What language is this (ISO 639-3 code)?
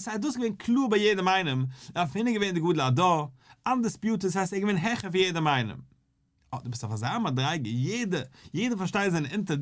yid